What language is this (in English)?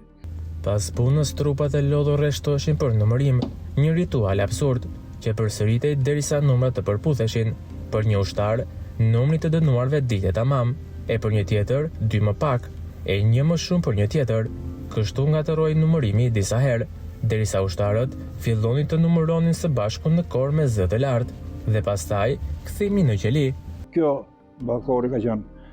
Albanian